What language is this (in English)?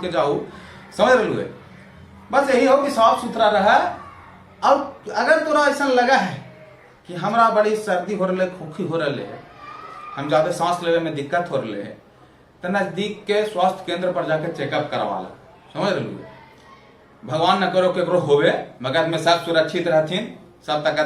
Magahi